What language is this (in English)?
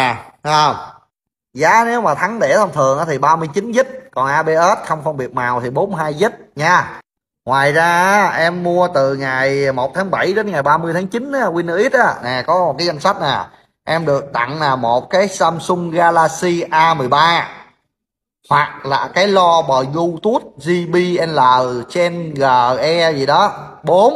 Vietnamese